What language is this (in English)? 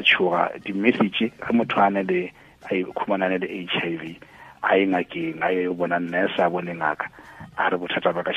Tswana